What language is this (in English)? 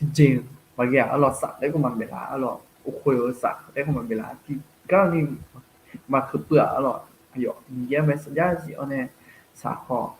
Akha